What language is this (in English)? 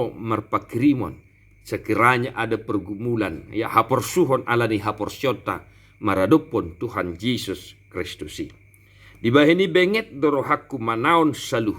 Batak Toba